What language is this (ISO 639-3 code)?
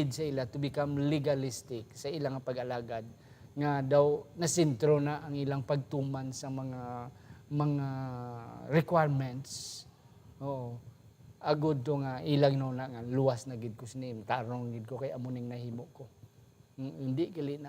hil